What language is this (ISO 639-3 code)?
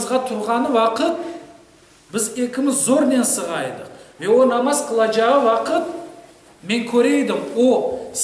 crh